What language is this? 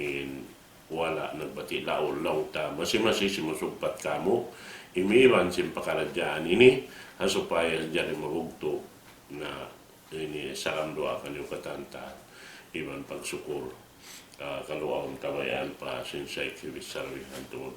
Tausug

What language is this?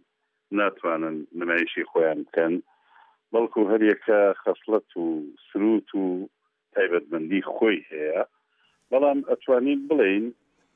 Central Kurdish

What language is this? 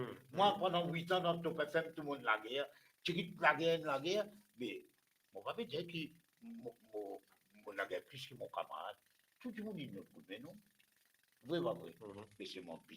Morisyen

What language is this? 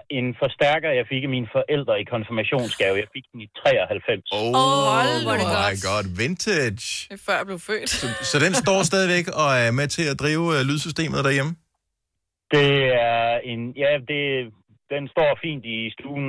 Danish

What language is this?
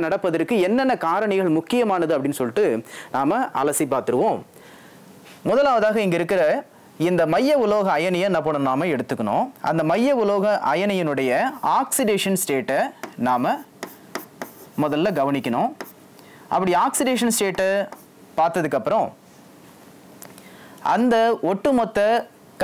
Tamil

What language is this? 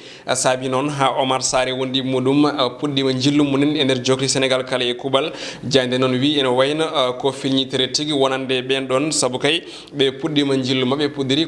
Fula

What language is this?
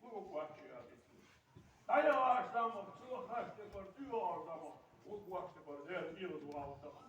Ingush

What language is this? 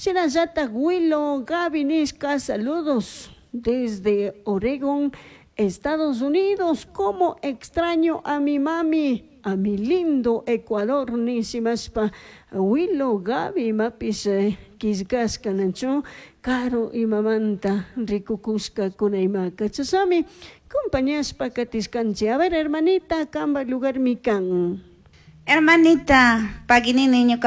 Chimborazo Highland Quichua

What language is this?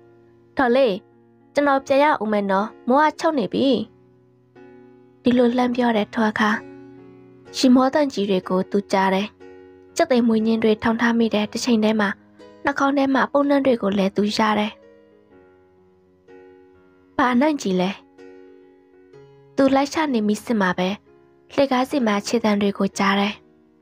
Burmese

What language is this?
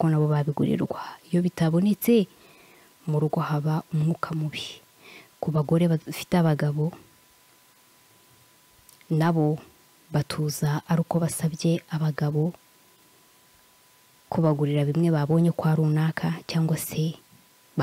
Kinyarwanda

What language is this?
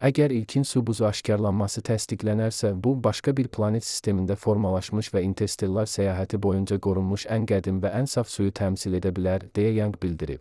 Azerbaijani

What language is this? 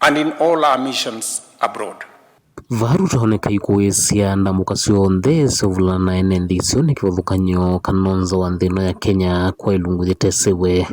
Kamba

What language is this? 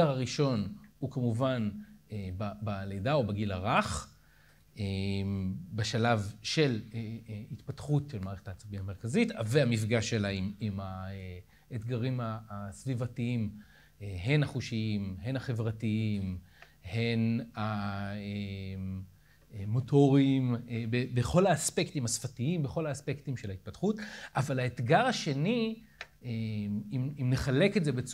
Hebrew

